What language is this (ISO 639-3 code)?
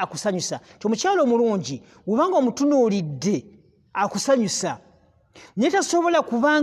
lug